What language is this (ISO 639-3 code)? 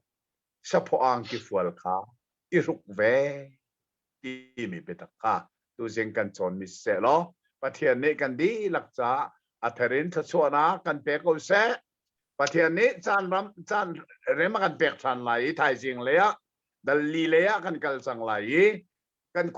cnh